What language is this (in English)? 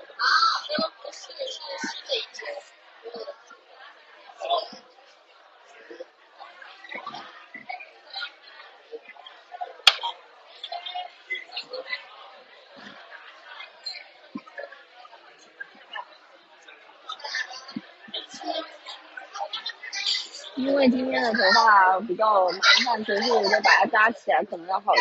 Chinese